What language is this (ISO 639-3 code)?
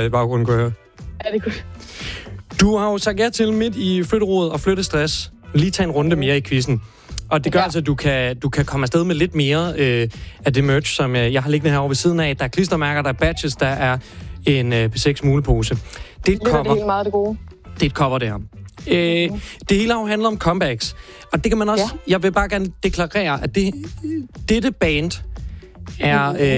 dan